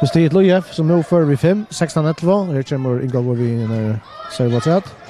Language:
Faroese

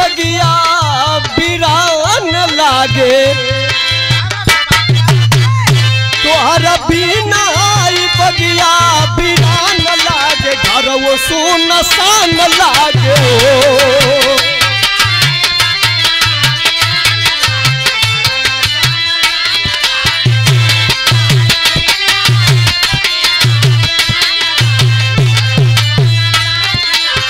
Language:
Bhojpuri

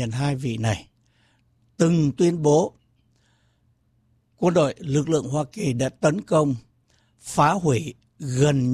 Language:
Vietnamese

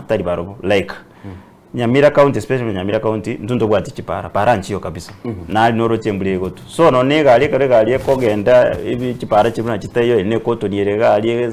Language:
Gusii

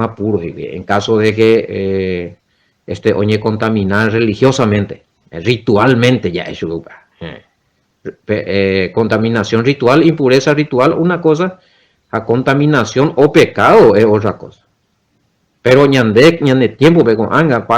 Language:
Guarani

